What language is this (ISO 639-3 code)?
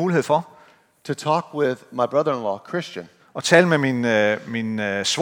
dan